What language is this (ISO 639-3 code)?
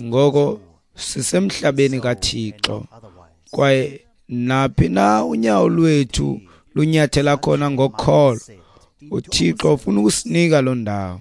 xho